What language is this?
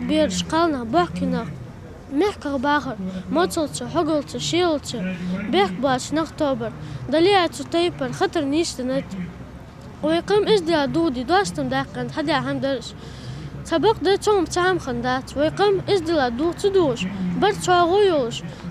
Ingush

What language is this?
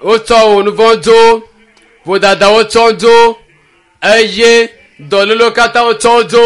Ewe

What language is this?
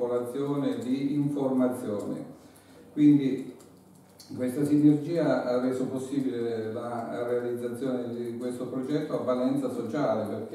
Italian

